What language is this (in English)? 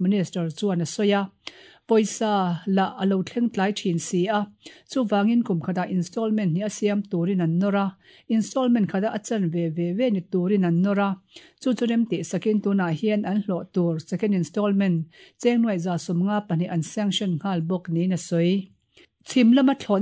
Mizo